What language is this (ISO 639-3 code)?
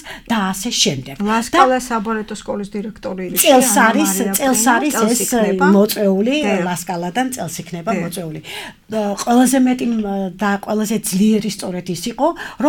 kat